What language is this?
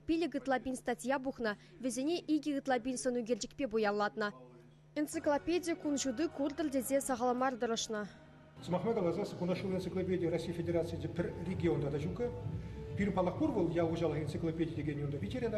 Chuvash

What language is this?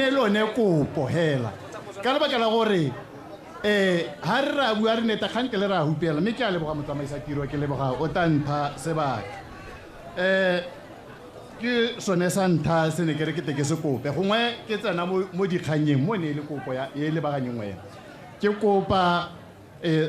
Tswana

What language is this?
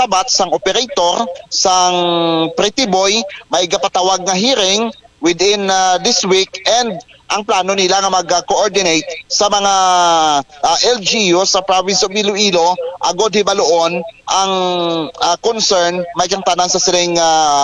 Hiligaynon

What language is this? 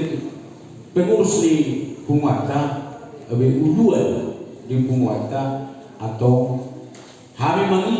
Batak Toba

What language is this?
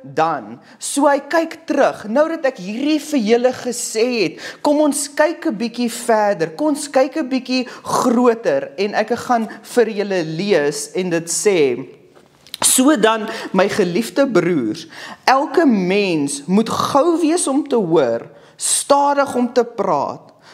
Afrikaans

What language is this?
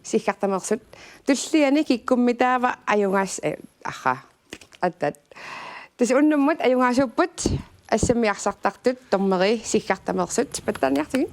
Kalaallisut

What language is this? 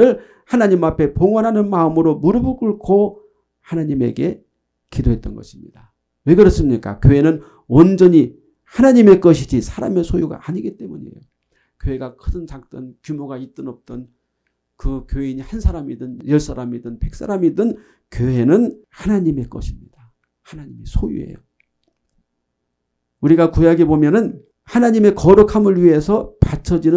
Korean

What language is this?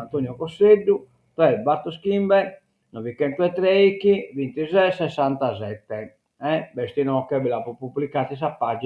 Sardinian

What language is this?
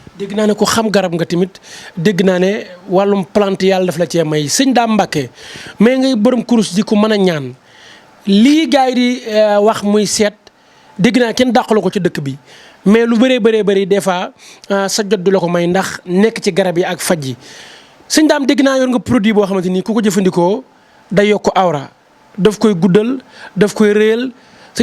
Wolof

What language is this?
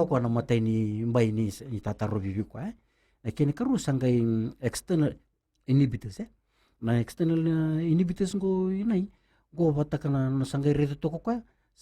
Fijian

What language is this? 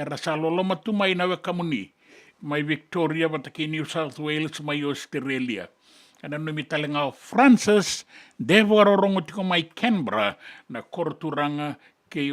Fijian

